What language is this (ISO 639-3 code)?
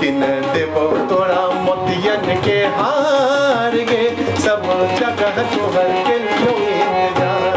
mai